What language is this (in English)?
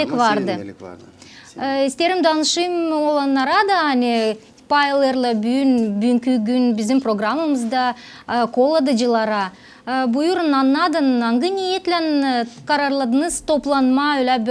Gagauz